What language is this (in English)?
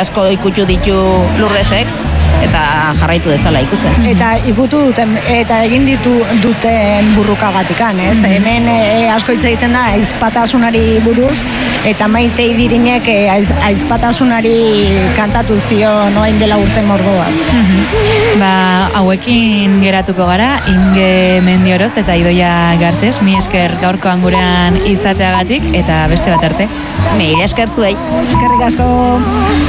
Basque